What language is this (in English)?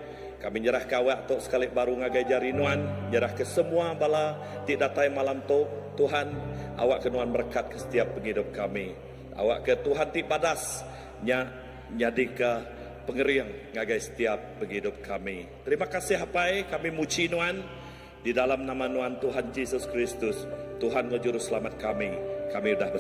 Iban